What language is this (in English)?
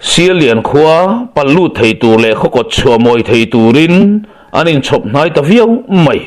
Mizo